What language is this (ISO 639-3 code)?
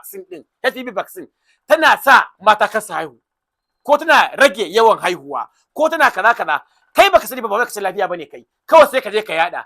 hau